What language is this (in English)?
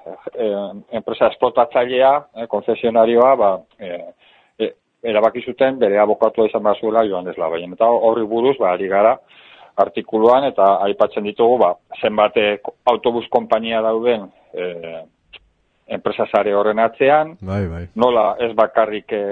Basque